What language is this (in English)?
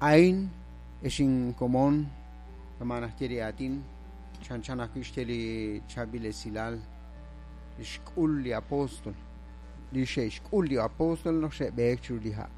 Kekchí